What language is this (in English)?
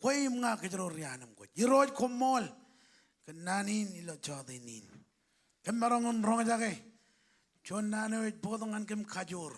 Marshallese